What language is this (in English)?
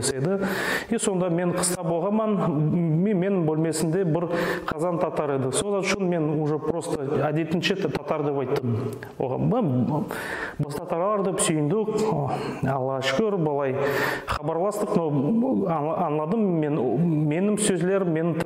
Nogai